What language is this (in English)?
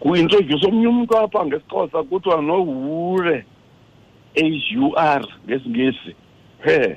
Xhosa